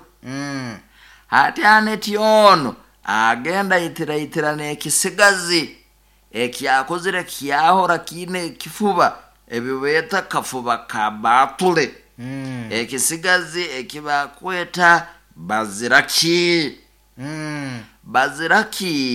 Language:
Nyoro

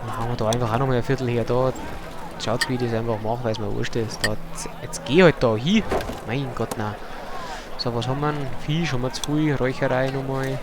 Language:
Bavarian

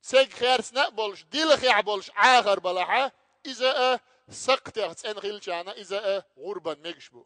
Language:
Chechen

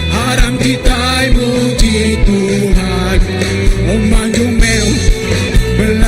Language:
Iban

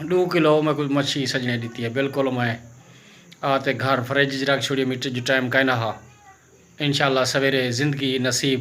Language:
Saraiki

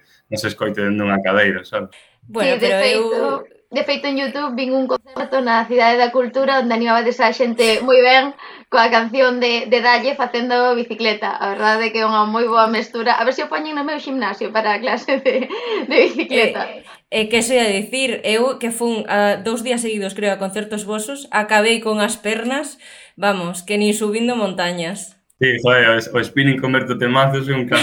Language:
Galician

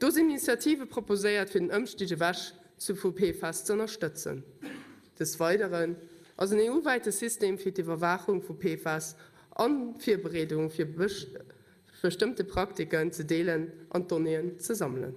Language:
Luxembourgish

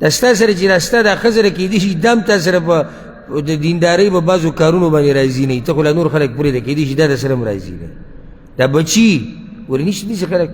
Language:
Pashto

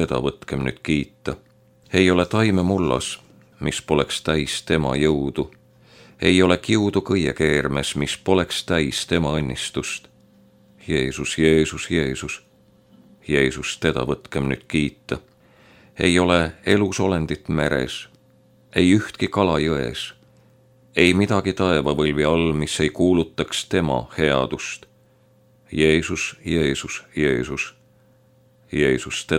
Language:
Estonian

